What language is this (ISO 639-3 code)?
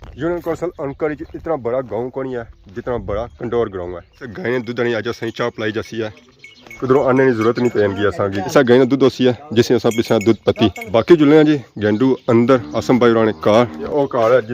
phr